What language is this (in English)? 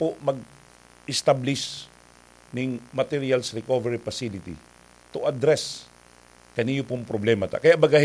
Bikol